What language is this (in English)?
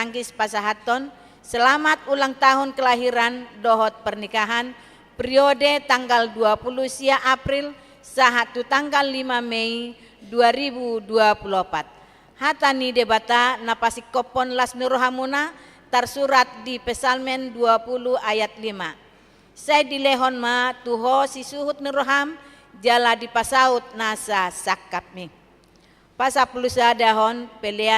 Batak Toba